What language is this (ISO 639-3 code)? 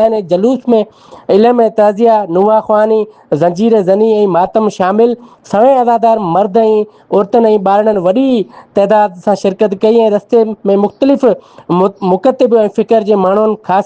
snd